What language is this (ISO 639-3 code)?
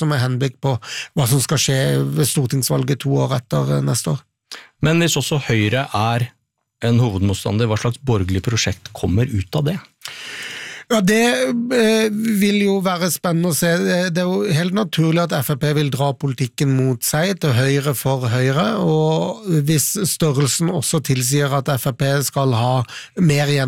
nor